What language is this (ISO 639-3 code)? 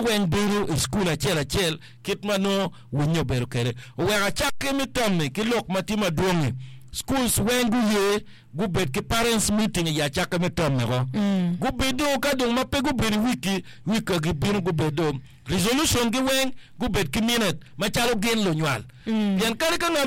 ach